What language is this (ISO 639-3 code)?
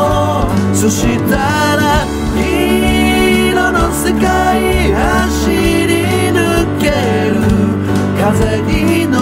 jpn